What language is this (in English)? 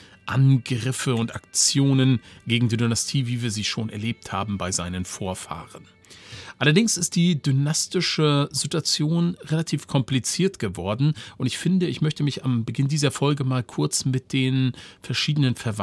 German